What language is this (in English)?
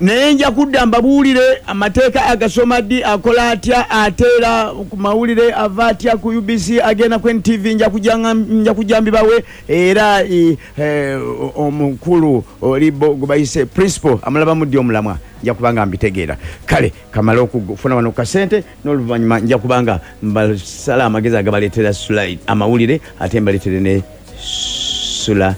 Ganda